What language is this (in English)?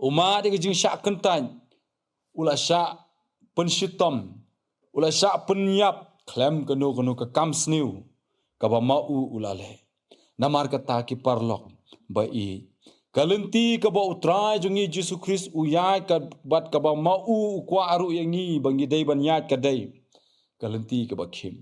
Khasi